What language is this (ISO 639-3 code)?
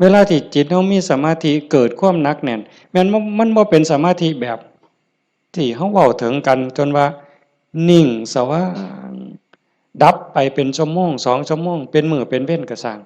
tts